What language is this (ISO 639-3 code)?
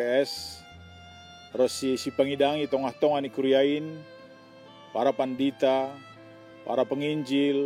bts